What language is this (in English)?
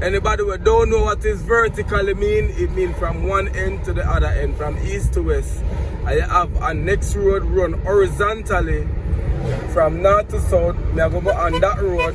Jamaican Creole English